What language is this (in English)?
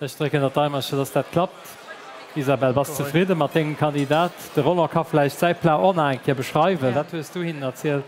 Luxembourgish